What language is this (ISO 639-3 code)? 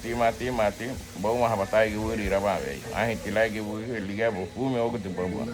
cab